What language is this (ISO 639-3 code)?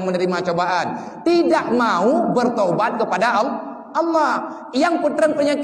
ace